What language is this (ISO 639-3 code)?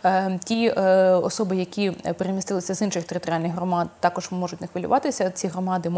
ukr